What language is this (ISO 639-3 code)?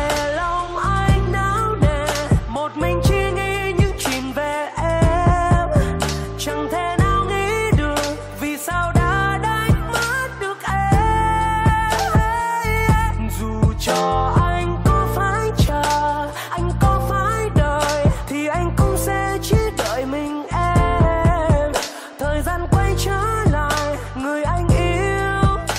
vie